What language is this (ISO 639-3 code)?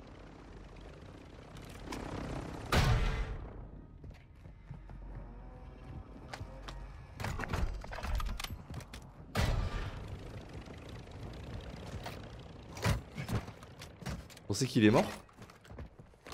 fra